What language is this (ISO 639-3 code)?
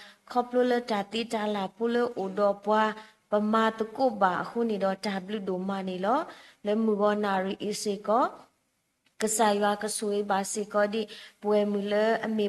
ksw